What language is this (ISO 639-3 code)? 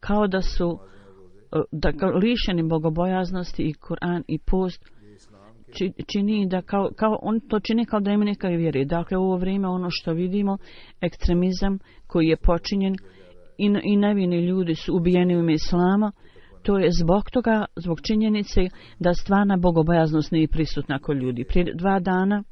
bos